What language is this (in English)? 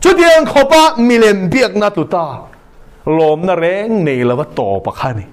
Mizo